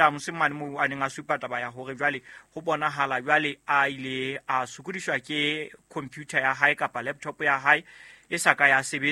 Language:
Southern Sotho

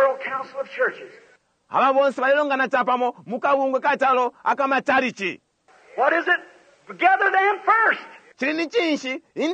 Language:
Bemba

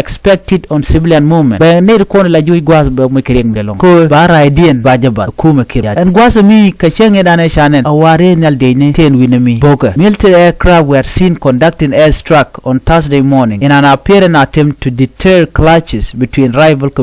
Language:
Nuer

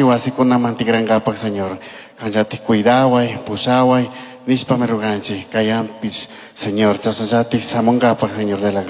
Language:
Chimborazo Highland Quichua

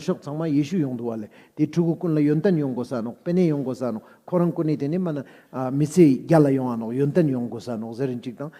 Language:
Ladakhi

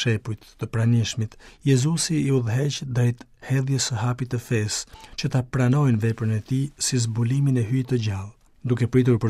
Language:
Albanian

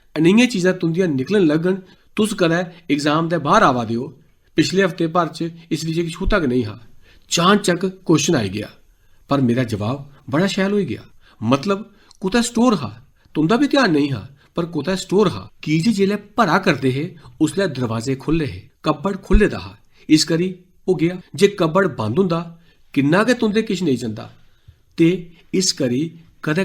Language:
Dogri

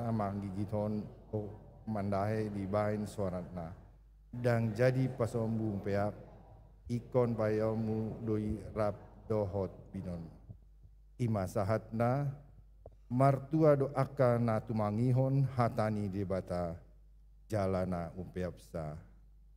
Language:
Batak Toba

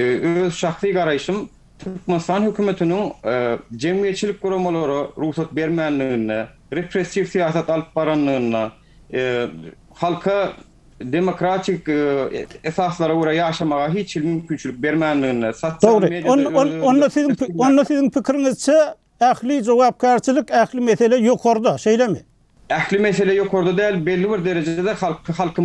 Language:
Turkmen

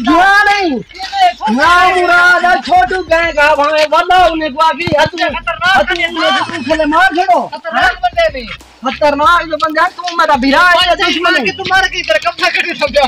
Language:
Saraiki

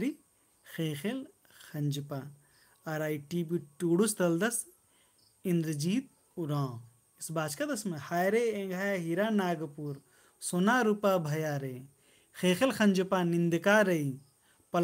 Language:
Kurukh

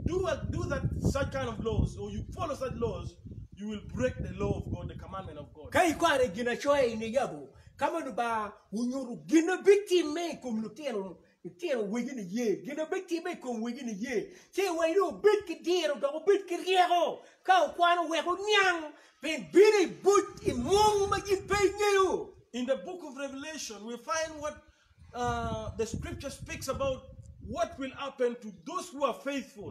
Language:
Acoli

